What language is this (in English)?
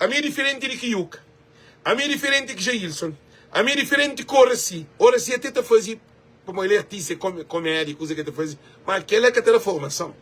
Kabuverdianu